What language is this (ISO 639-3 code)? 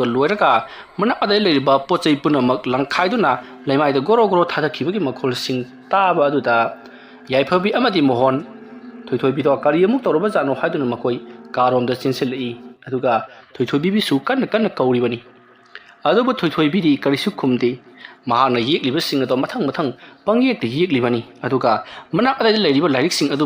mni